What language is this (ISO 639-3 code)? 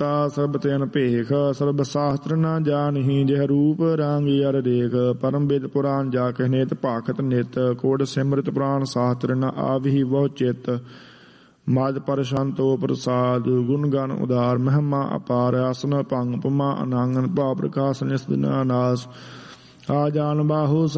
pan